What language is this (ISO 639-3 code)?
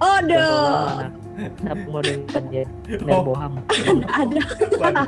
xmm